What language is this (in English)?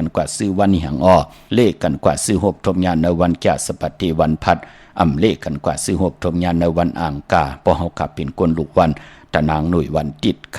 Shan